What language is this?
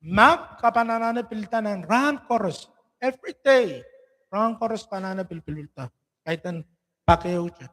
Pohnpeian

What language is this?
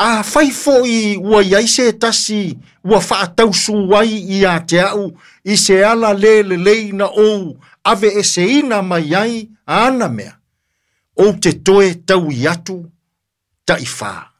Samoan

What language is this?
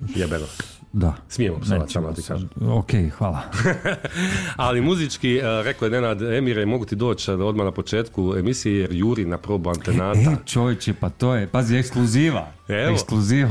Croatian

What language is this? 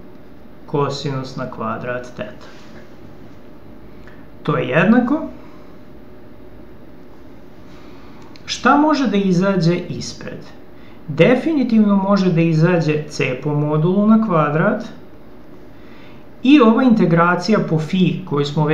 Serbian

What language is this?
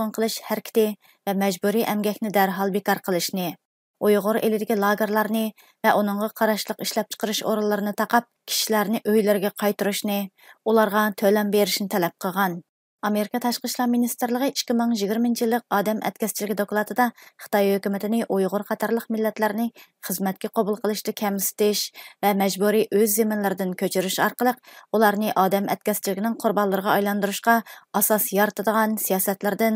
Uyghur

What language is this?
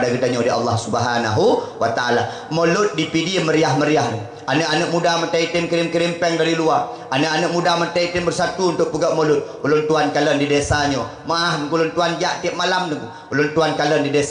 Achinese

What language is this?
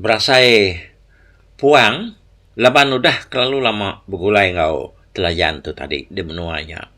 Iban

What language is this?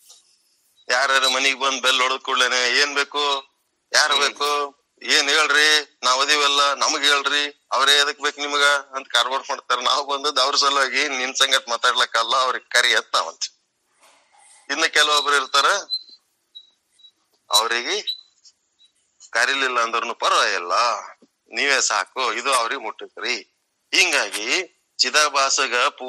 Kannada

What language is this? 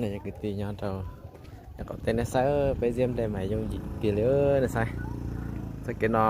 Hmong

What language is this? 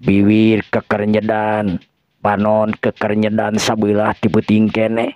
Sundanese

